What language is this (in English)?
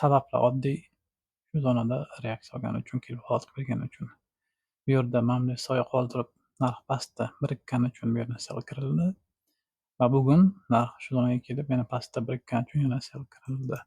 Uzbek